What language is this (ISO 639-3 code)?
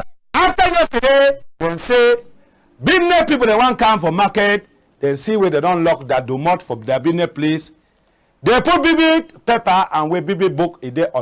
wes